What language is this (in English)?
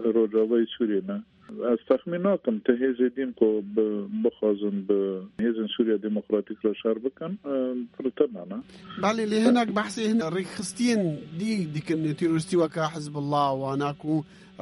Kurdish